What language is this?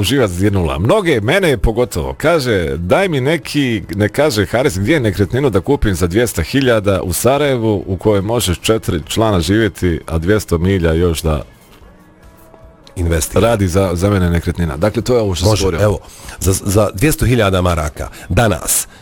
Bosnian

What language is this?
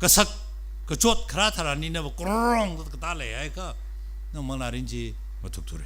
Tangkhul Naga (India)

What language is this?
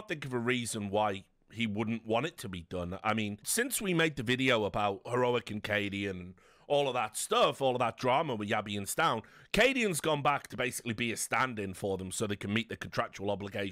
English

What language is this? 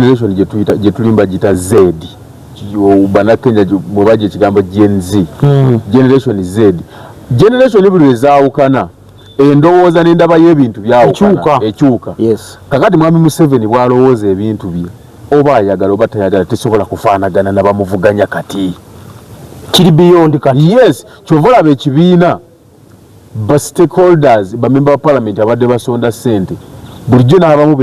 Ganda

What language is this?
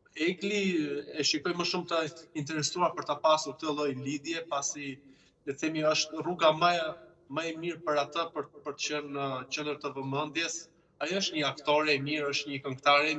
Albanian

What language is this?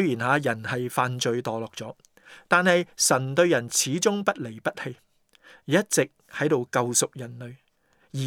Cantonese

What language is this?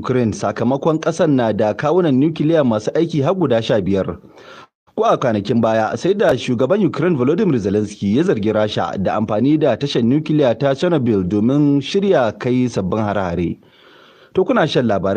Hausa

